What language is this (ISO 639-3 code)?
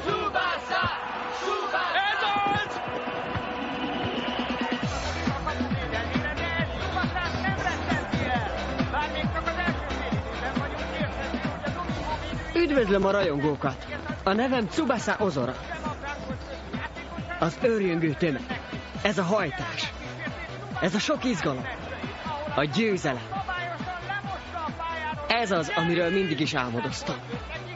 hun